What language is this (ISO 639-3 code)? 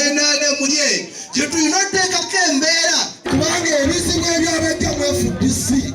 lug